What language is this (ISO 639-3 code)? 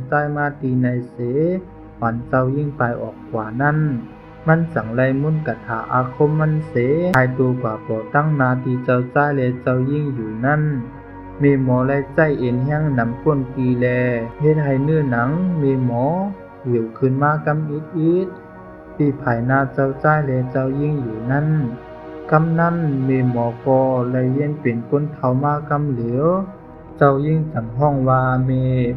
shn